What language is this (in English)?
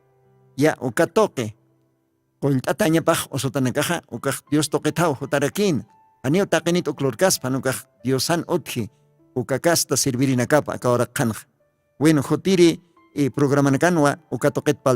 Aymara